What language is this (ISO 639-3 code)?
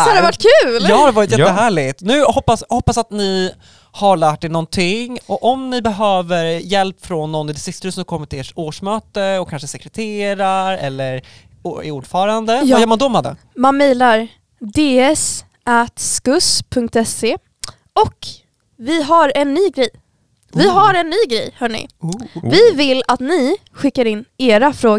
swe